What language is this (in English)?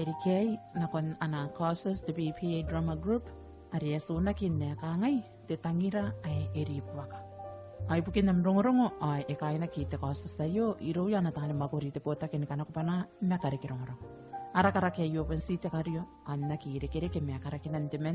Gilbertese